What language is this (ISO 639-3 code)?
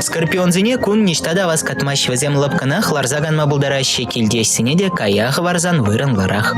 chv